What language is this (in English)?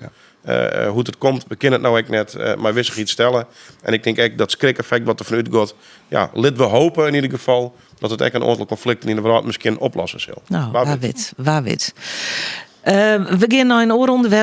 Western Frisian